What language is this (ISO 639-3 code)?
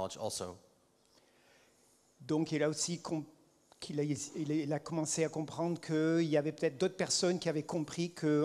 fra